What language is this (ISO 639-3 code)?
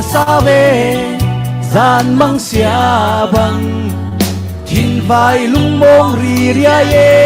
cfm